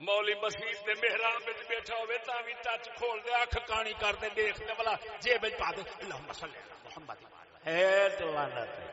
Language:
Saraiki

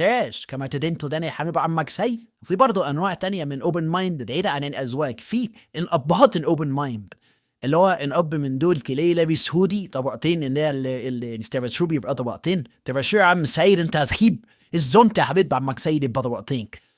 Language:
Egyptian Arabic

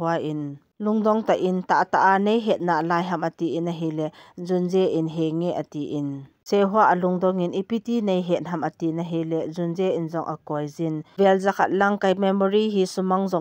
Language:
Thado Chin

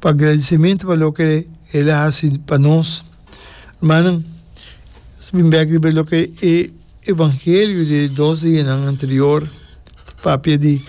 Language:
Papiamento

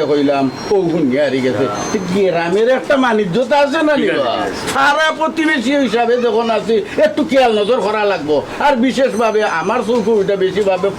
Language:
Sylheti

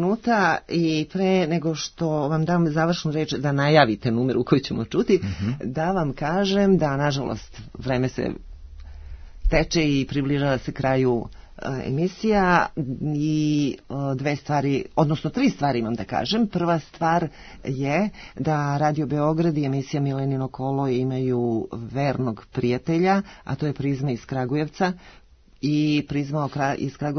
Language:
Serbian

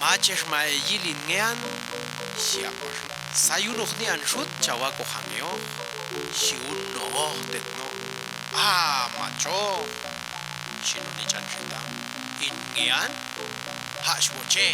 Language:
Popti'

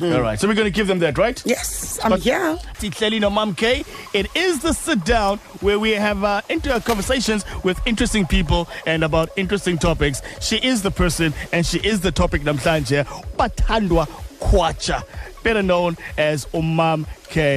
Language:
Xhosa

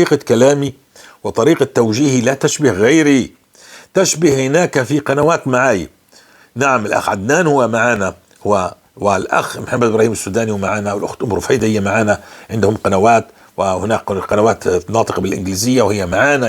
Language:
North Levantine Arabic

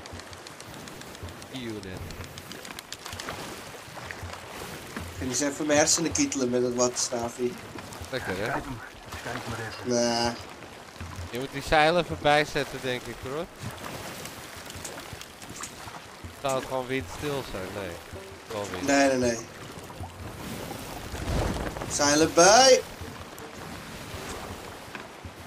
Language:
Dutch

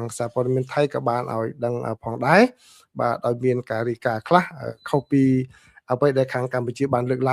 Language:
Khmer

